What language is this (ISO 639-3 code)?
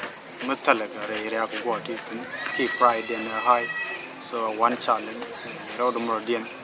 nus